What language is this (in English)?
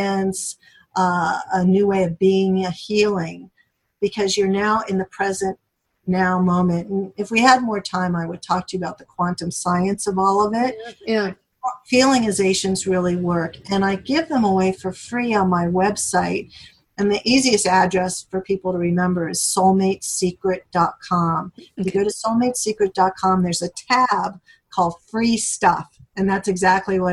English